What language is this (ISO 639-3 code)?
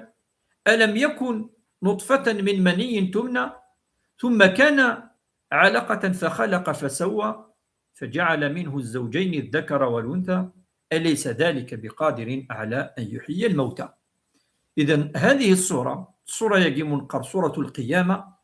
kab